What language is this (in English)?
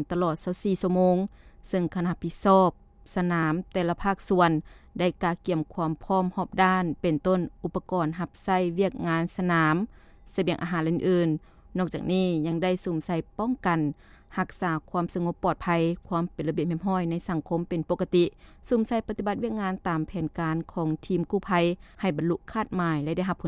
Lao